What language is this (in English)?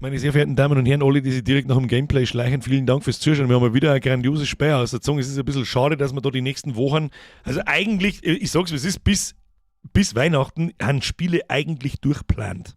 Bavarian